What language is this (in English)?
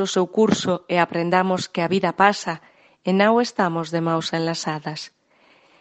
Galician